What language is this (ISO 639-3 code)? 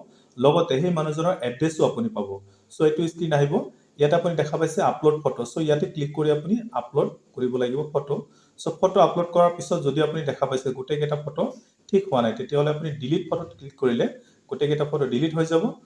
asm